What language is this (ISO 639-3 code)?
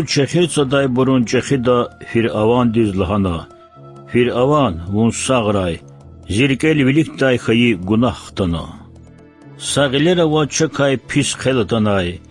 lez